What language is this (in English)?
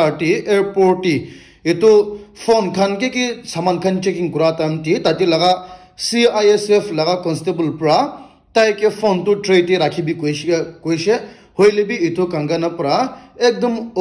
Naga Pidgin